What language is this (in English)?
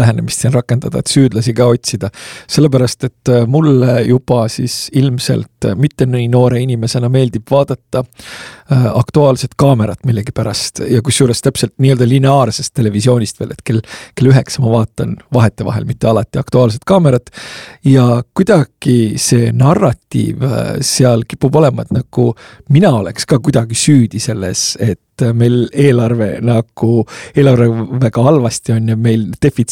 Estonian